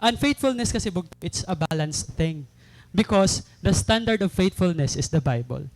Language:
Waray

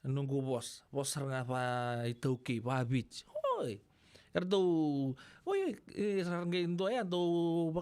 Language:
Fijian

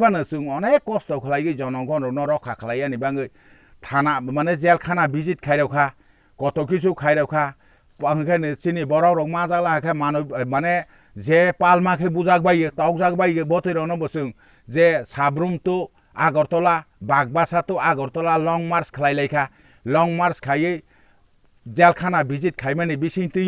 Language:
Kok Borok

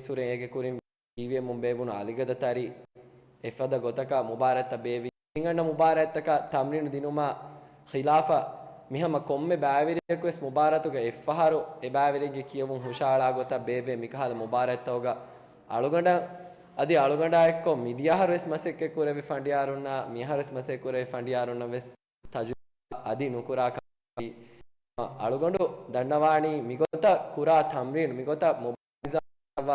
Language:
Divehi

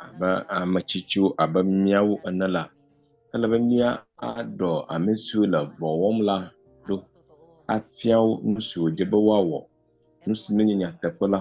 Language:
Ewe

